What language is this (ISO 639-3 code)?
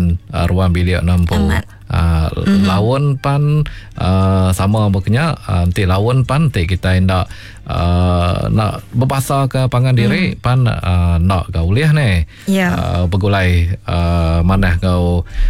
iba